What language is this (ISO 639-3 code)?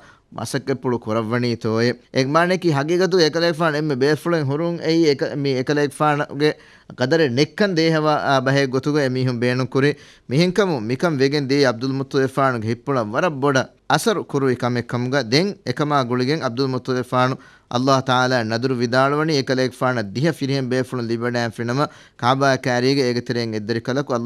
div